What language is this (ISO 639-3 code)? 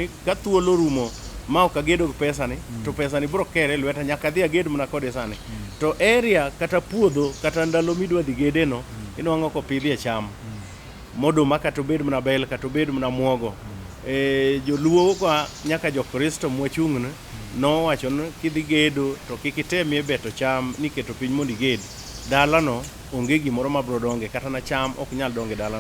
luo